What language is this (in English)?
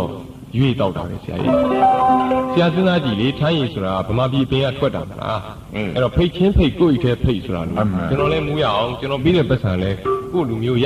Burmese